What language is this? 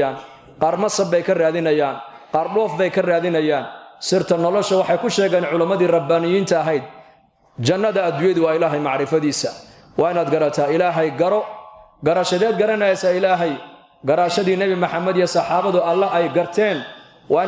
Somali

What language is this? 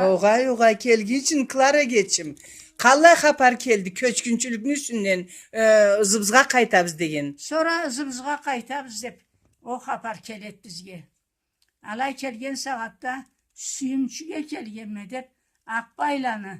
Karachay-Balkar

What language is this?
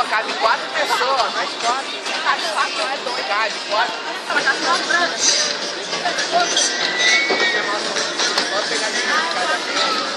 Portuguese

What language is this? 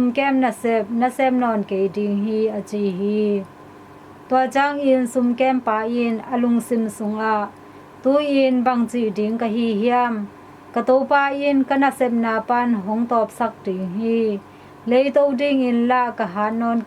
Tedim Chin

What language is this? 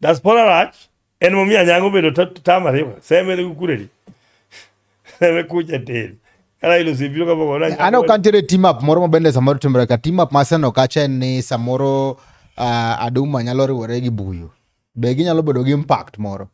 Luo (Kenya and Tanzania)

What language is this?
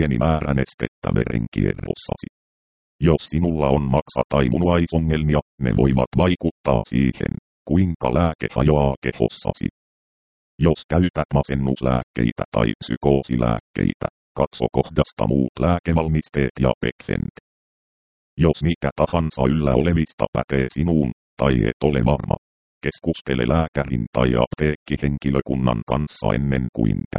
Finnish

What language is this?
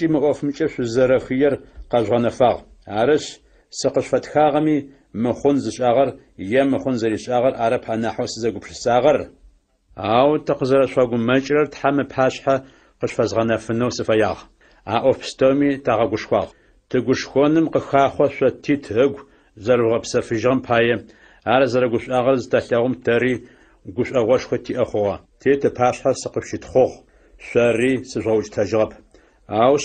Adyghe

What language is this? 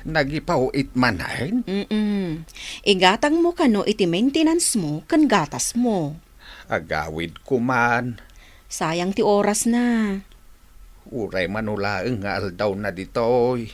Iloko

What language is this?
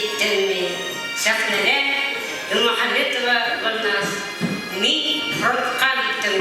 Bashkir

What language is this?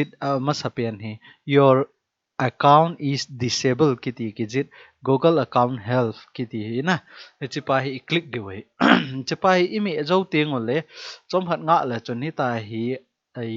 Thado Chin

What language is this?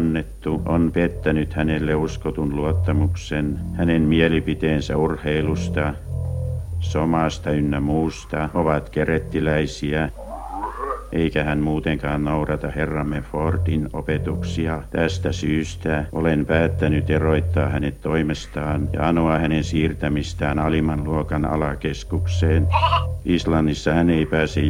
Finnish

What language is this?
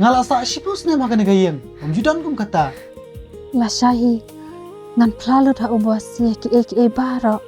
Khasi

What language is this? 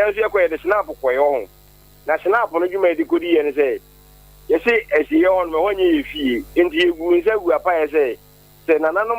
Akan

